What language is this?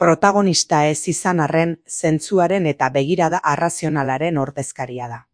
Basque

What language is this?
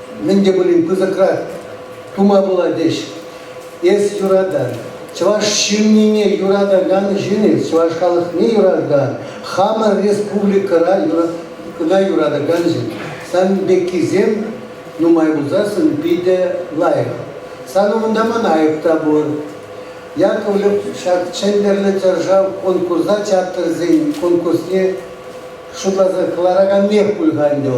Chuvash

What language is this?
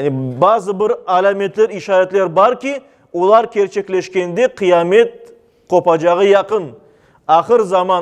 Crimean Tatar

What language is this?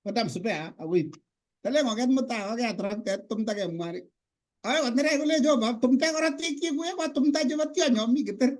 Kalenjin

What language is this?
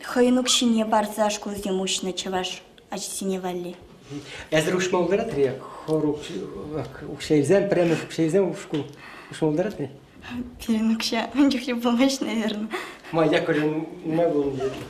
Chuvash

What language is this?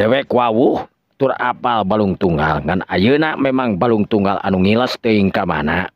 Sundanese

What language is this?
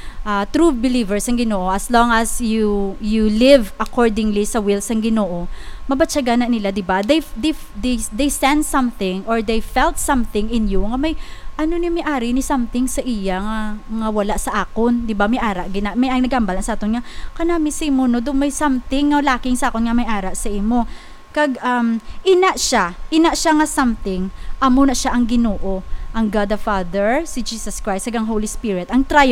Hiligaynon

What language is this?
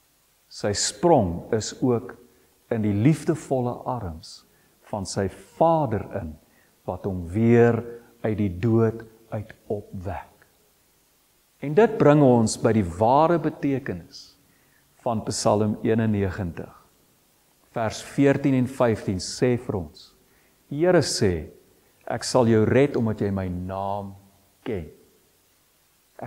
Afrikaans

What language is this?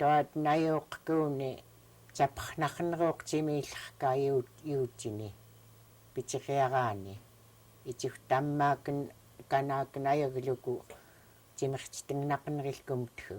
Central Yupik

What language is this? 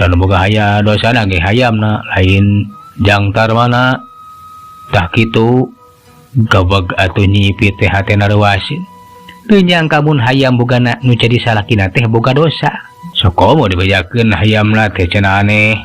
Sundanese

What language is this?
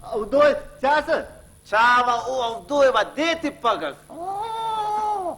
Brahui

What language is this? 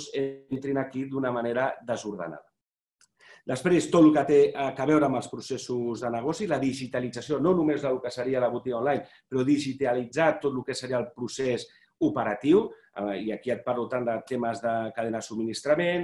Catalan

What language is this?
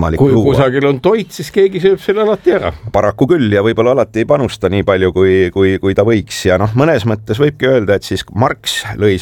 Estonian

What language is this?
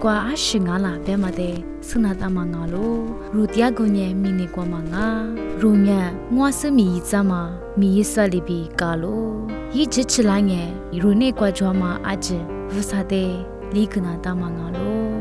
Lisu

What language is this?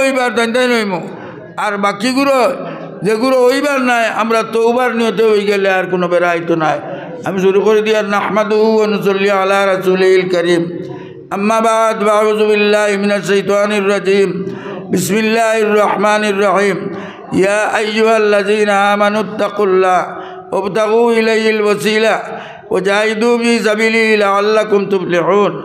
Sylheti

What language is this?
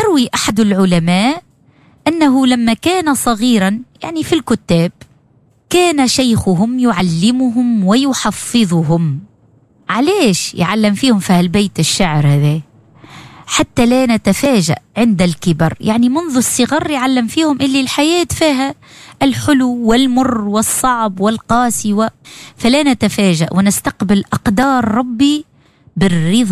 Tunisian Arabic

